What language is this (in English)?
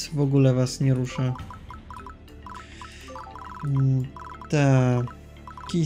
Polish